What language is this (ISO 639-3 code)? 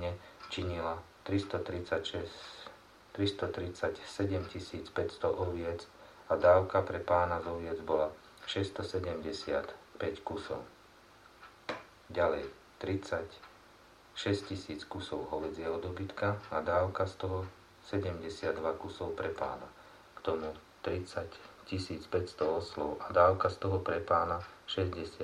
slk